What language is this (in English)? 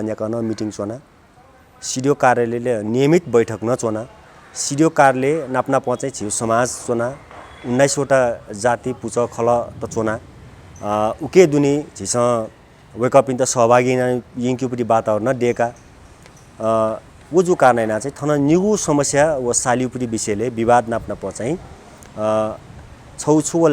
Newari